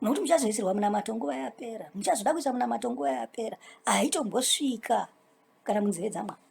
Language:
Shona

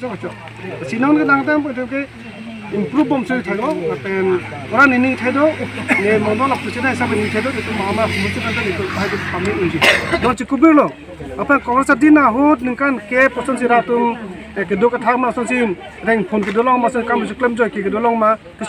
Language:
Karbi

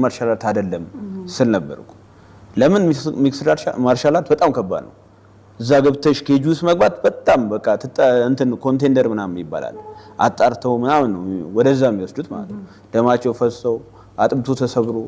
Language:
Amharic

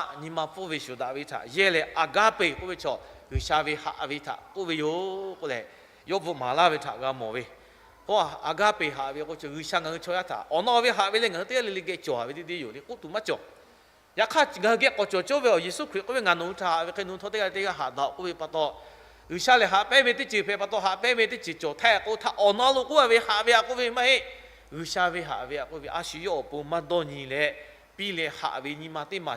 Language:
Lahu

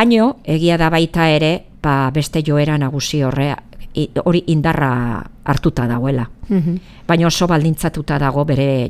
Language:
Basque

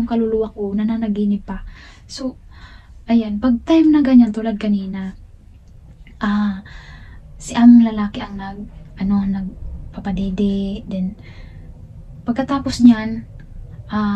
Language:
Filipino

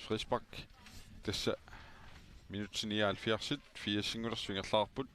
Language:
Kalaallisut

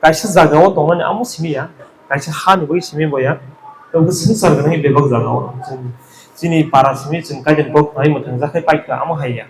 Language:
Kok Borok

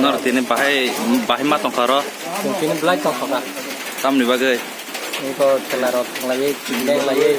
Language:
Kok Borok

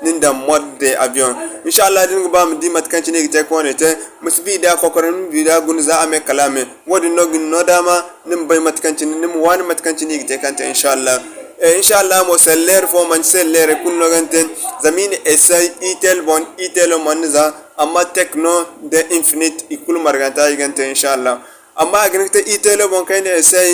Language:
Zarma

